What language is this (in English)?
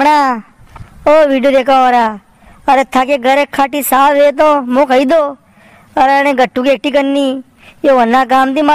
Rajasthani